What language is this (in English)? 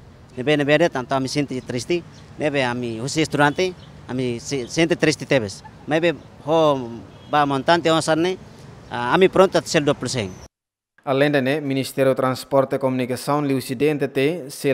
Tetum